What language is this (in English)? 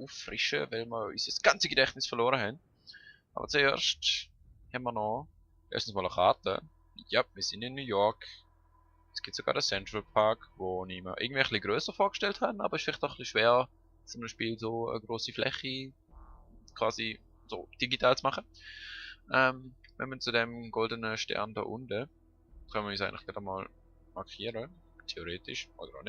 Swiss German